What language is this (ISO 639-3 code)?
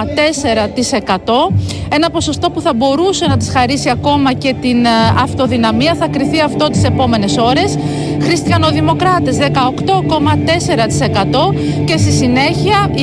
ell